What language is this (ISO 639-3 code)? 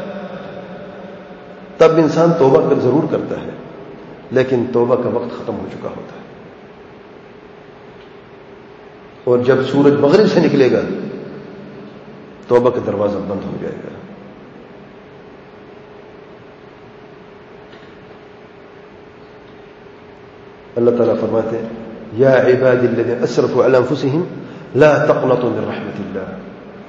urd